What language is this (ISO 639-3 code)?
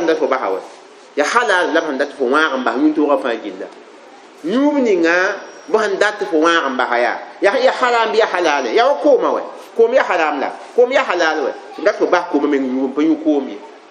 mos